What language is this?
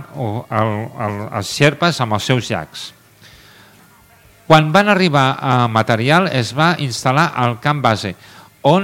Catalan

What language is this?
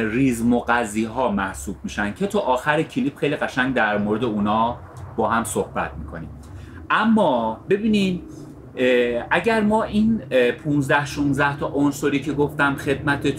Persian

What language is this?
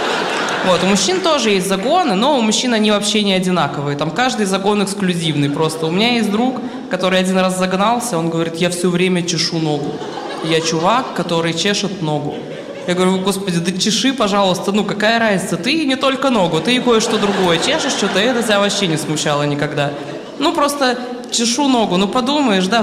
Russian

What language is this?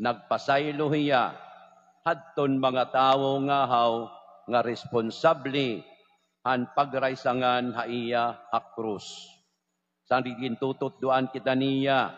Waray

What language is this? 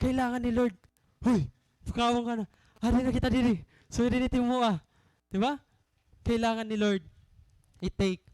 Waray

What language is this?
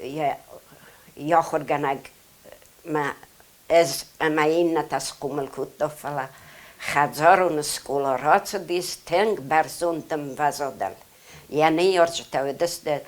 Ossetic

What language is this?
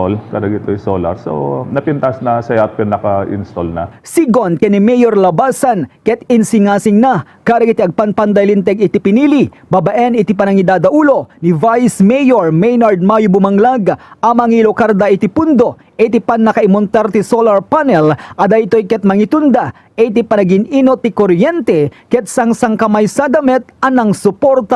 Iloko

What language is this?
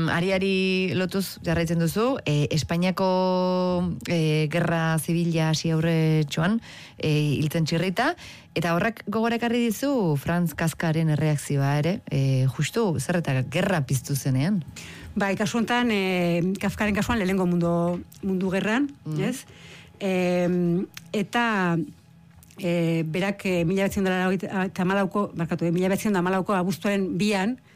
Basque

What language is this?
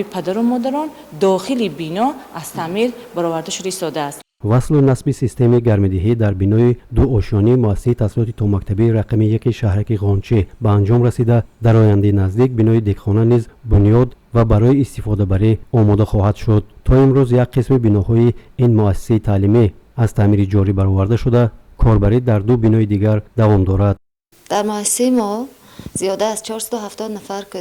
Tajik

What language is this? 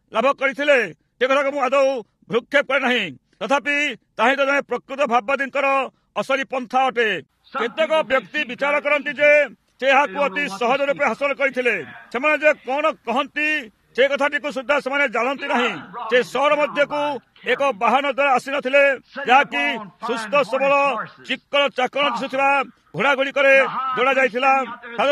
Odia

